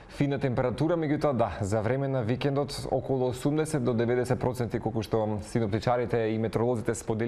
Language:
Macedonian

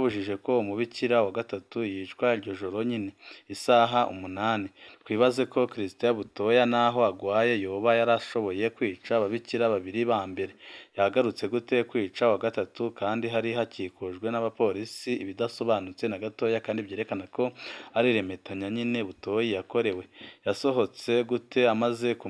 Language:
Rundi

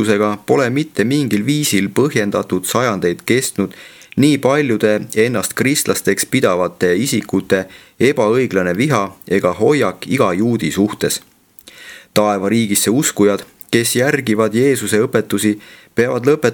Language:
Estonian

